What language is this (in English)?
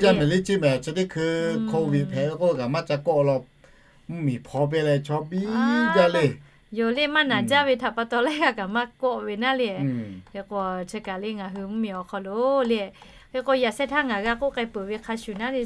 Lahu